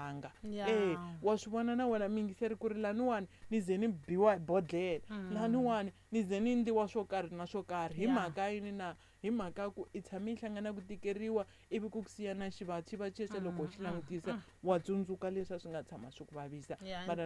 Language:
Tsonga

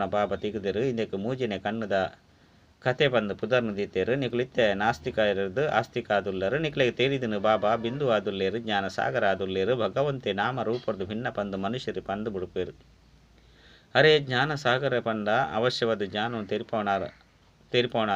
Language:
Tulu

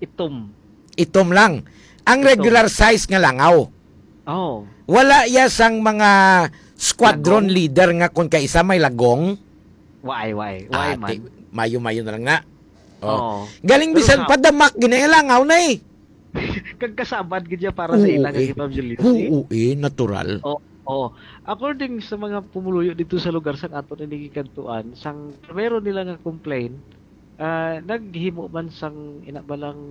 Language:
Hiligaynon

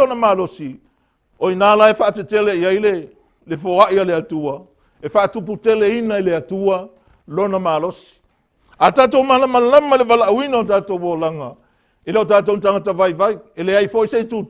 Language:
Samoan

